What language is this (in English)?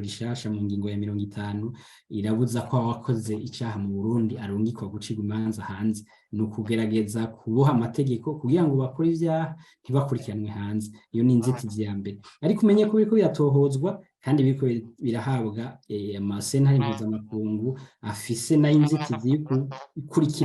Rundi